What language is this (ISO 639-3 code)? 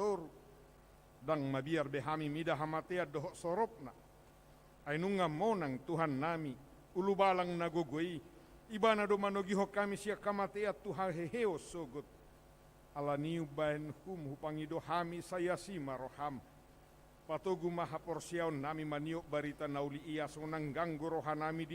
bbc